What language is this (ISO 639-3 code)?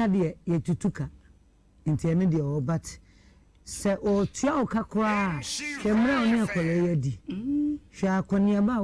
aka